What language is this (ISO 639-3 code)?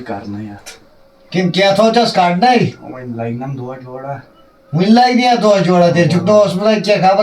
kas